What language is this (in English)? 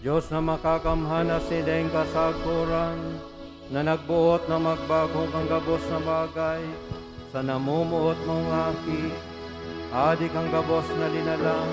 Bikol